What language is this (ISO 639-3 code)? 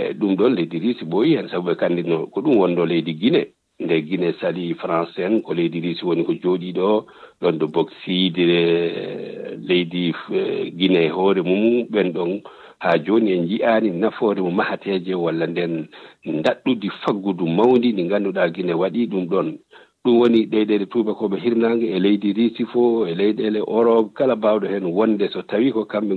ful